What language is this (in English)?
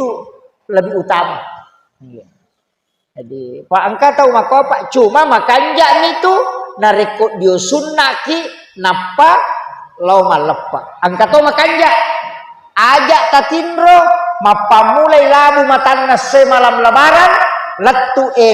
Buginese